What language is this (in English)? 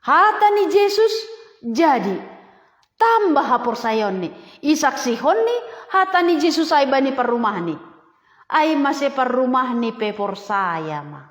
Batak Simalungun